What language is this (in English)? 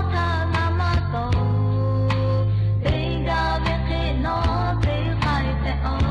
Lahu